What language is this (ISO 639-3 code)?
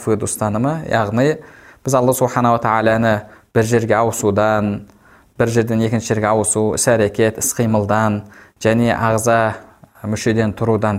kaz